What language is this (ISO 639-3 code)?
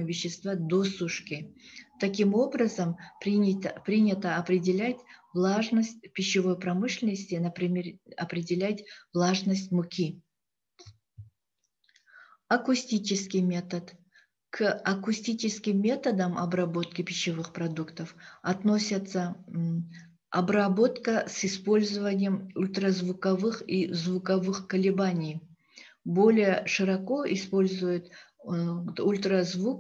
rus